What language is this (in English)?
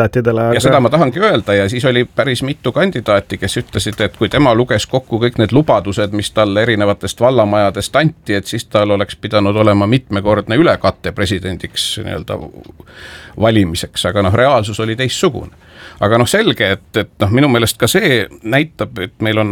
Estonian